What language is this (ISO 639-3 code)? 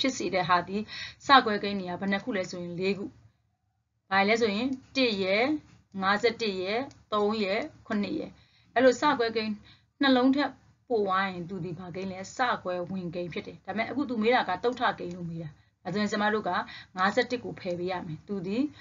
mya